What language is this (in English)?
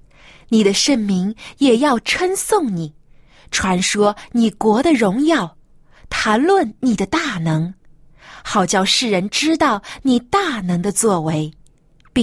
Chinese